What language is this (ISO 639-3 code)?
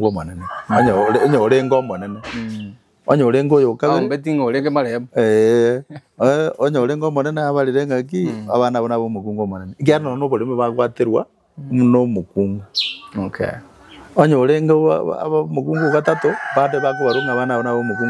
guz